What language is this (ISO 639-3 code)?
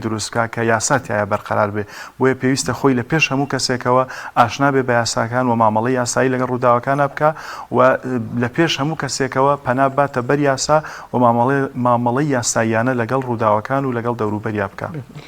ckb